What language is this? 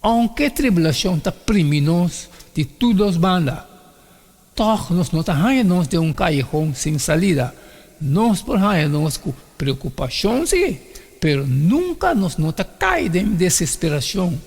Papiamento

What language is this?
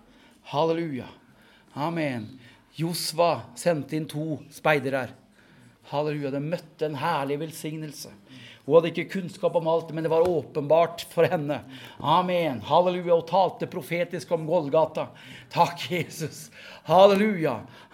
Norwegian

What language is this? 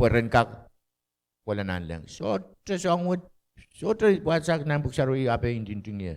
Pohnpeian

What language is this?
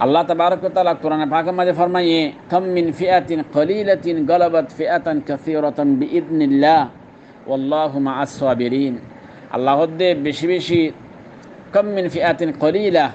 Rohingya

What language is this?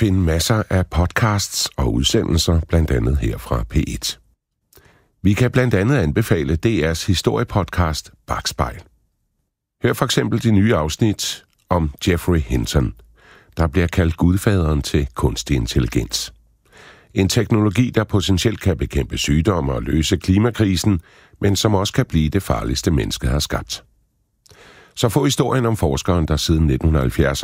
Danish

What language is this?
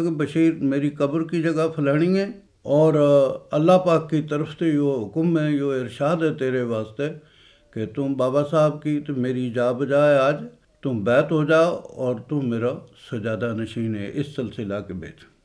Gujari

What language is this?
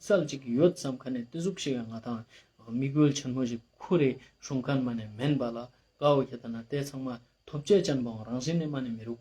Ladakhi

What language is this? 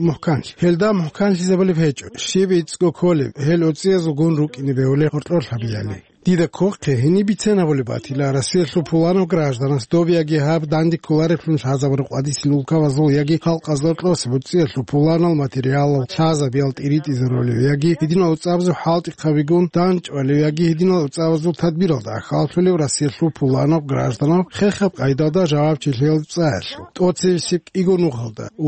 Avaric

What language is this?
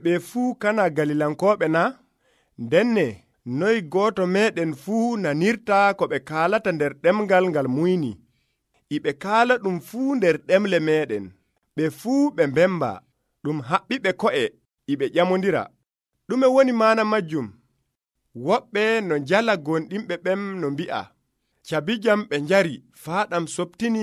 Nigerian Fulfulde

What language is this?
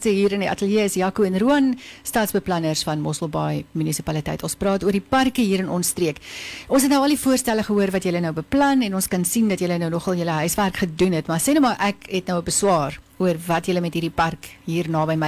Afrikaans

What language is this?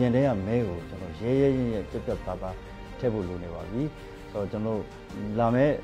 Burmese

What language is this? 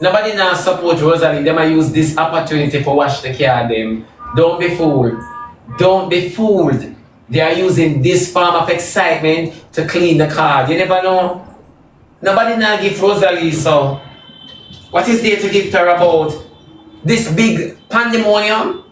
Jamaican Creole English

